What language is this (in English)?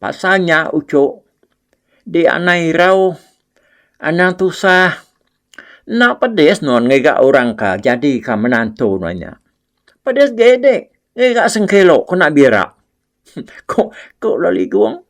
Iban